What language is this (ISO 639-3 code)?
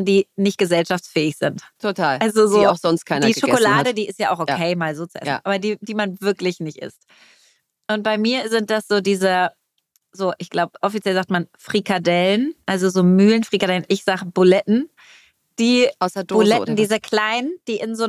deu